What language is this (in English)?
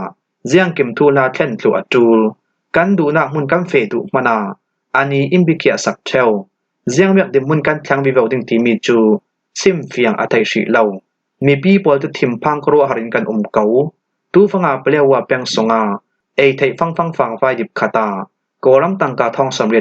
Falam Chin